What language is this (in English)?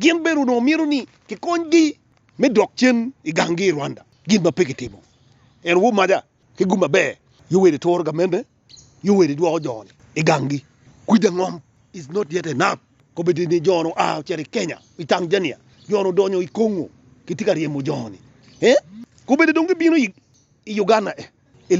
Acoli